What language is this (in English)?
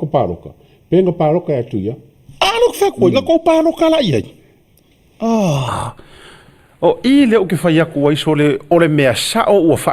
Samoan